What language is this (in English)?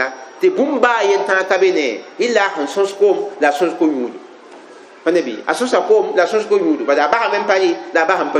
Mossi